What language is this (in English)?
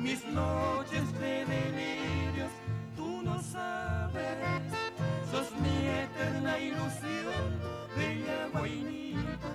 Guarani